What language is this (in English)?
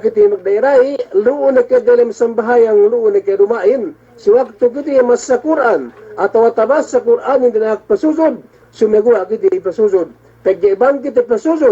Yakan